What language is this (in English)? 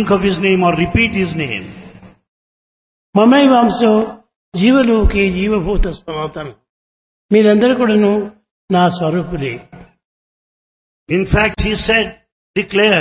Telugu